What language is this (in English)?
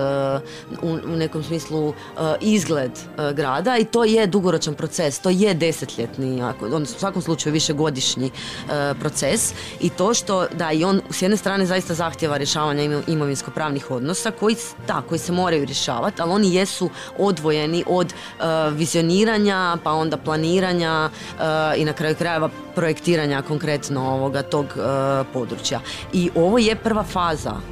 Croatian